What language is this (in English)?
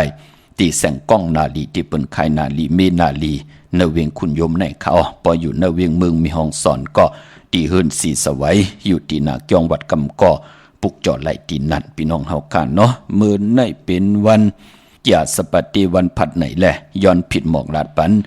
Shan